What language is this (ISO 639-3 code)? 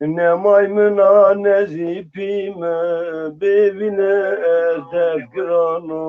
zza